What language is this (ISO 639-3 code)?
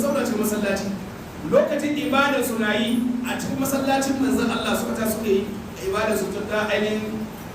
hau